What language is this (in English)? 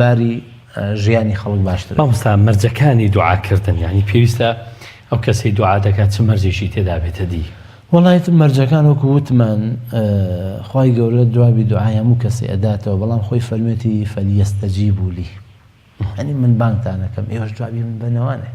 Central Kurdish